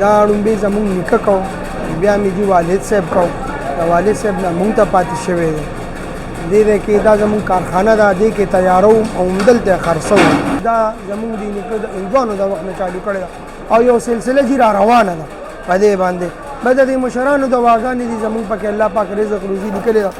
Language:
Pashto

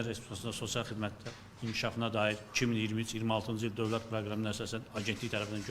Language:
Azerbaijani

